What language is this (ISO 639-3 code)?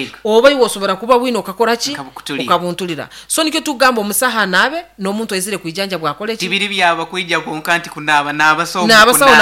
nyo